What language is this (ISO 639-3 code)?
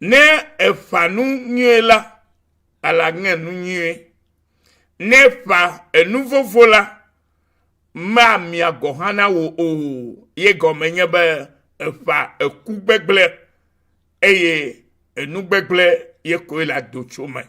ewe